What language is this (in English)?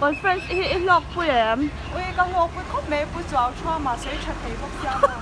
Mizo